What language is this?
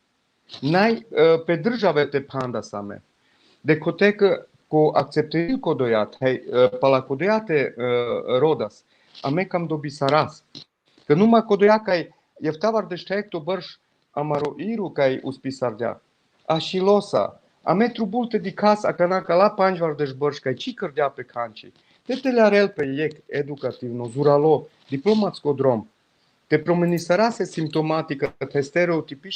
Balkan Romani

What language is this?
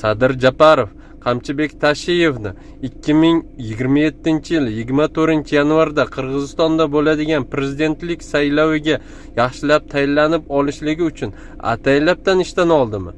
Uzbek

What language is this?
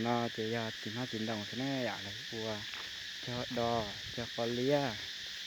Hmong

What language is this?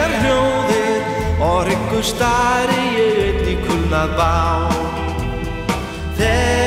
Icelandic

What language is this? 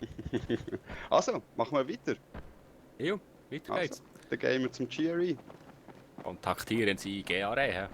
Swiss German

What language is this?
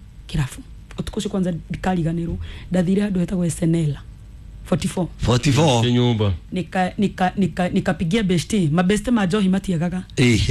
Kikuyu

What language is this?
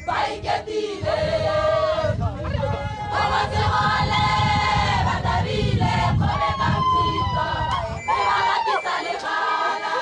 Tswana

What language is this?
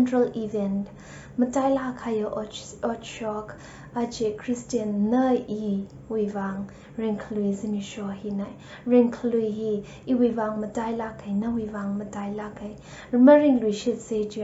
Tangkhul Naga (India)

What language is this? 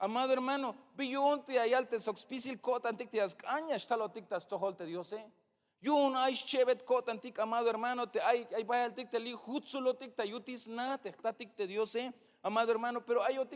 Tzeltal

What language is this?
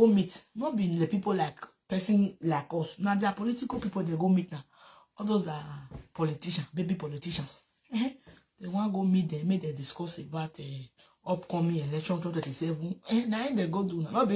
Nigerian Pidgin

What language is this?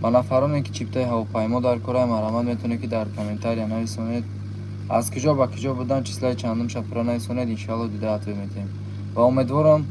Tajik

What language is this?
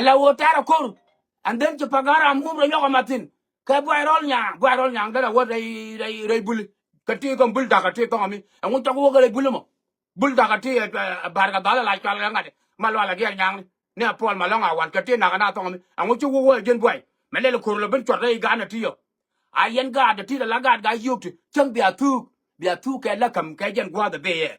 Nuer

